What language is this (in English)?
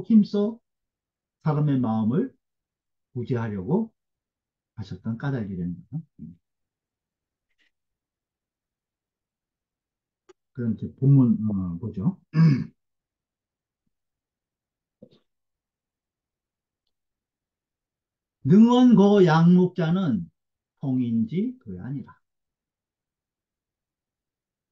Korean